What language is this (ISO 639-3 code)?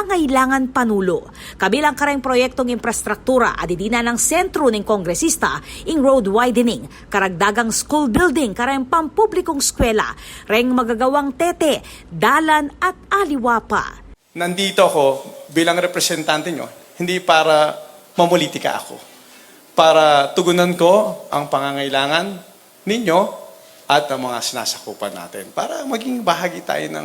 pam